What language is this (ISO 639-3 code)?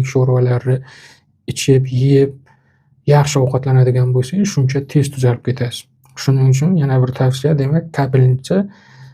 uzb